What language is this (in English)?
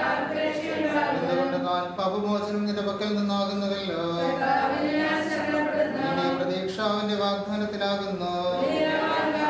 Malayalam